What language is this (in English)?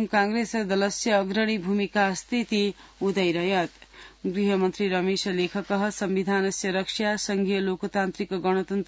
Sanskrit